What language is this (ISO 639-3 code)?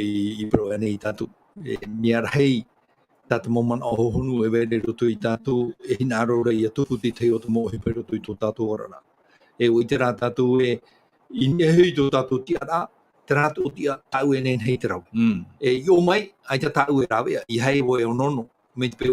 tah